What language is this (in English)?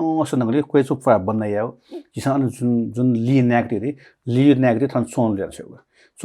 Newari